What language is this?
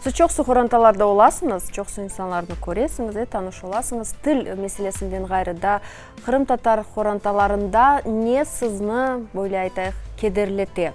Crimean Tatar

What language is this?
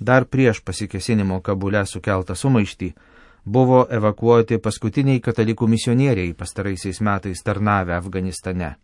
Lithuanian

